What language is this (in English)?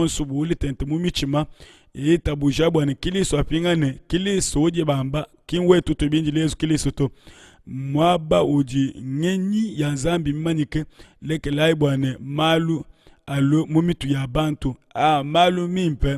Luba-Lulua